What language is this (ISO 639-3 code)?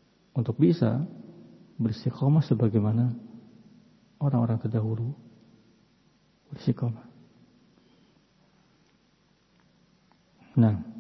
ind